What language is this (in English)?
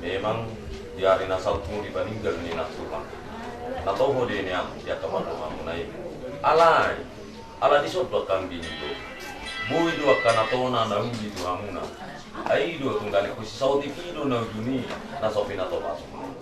Batak Toba